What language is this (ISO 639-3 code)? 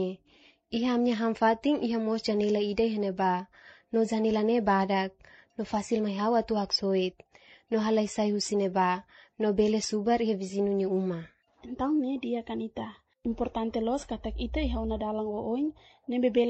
tet